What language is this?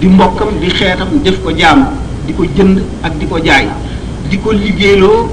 Wolof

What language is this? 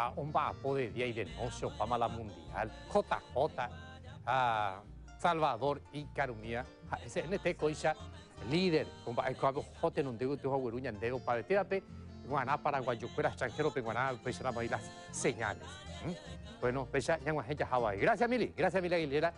Guarani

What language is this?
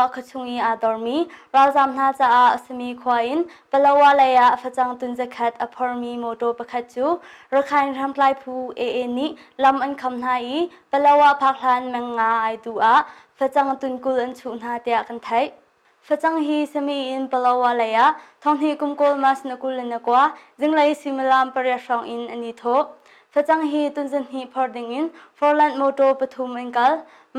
Hakha Chin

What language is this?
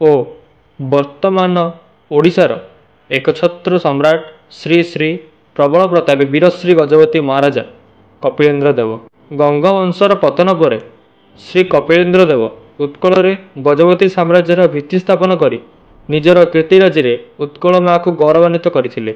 Odia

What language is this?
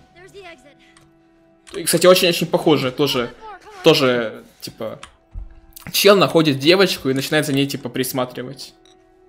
Russian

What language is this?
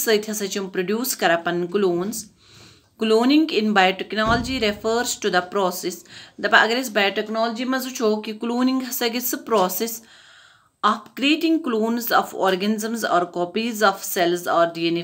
Kashmiri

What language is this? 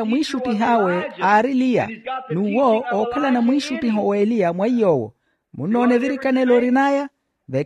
Makhuwa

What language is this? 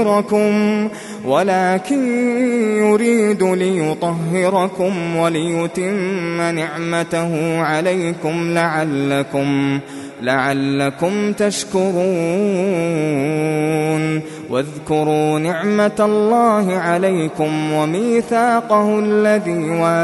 Arabic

